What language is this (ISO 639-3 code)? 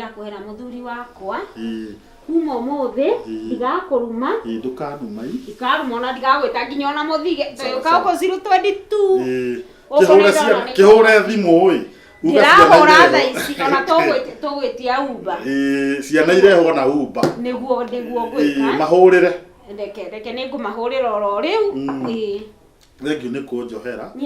kik